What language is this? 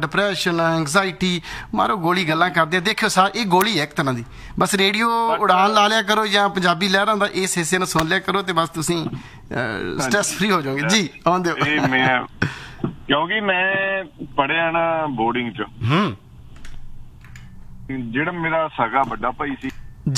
Punjabi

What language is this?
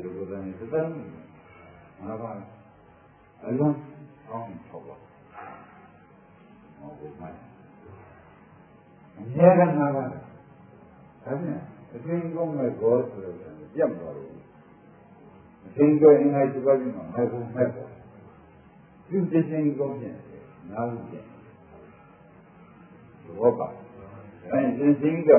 Burmese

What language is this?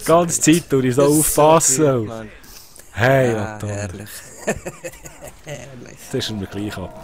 Swiss German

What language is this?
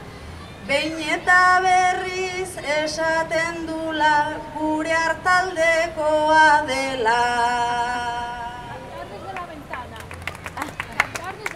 Basque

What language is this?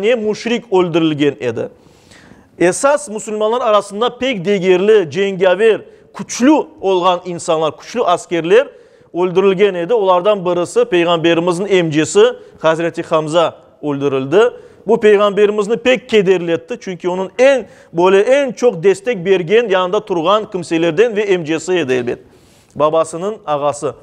Crimean Tatar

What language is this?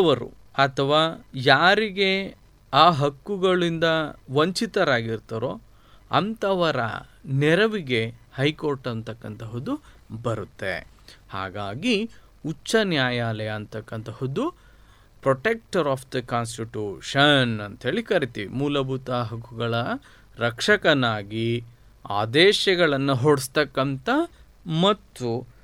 Kannada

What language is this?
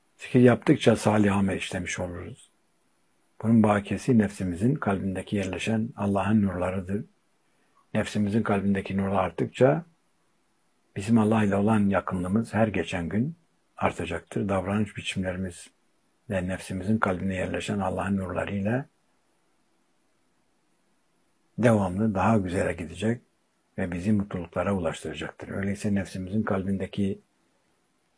Turkish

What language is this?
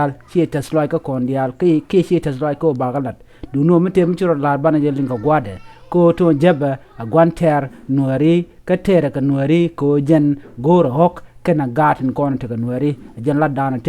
Nuer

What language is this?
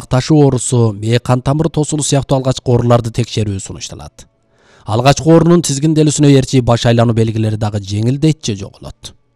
Kyrgyz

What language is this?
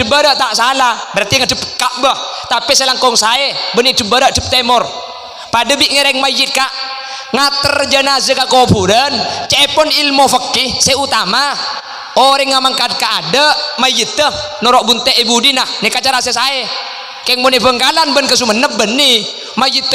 Madurese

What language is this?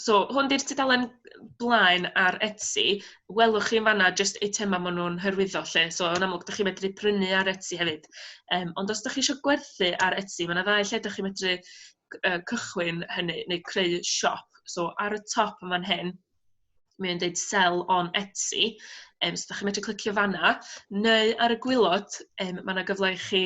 Welsh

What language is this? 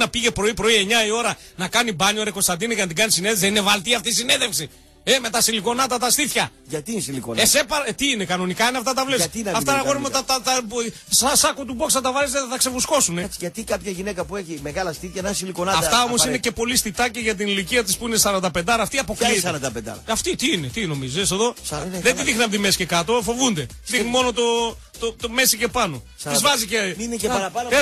Greek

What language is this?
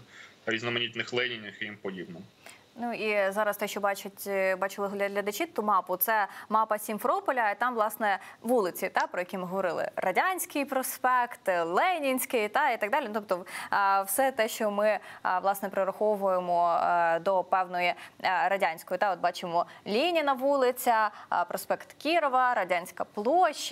Ukrainian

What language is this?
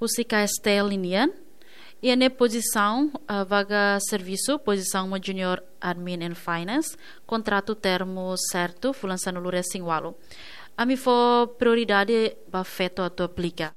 Tetum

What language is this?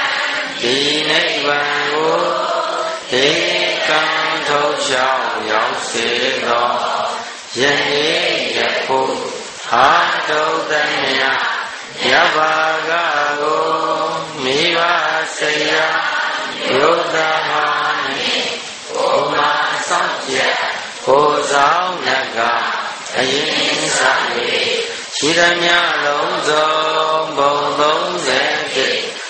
Burmese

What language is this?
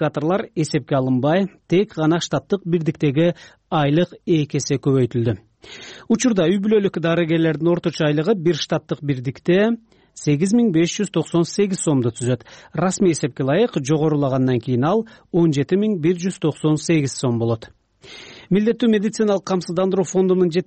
Kyrgyz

